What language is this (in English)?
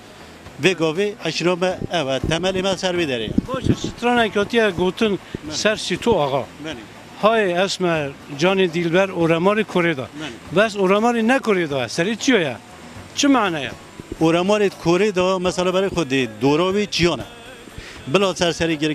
Kurdish